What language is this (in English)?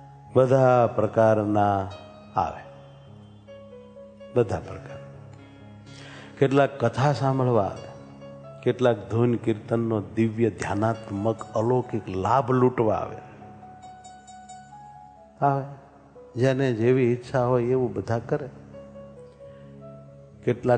Gujarati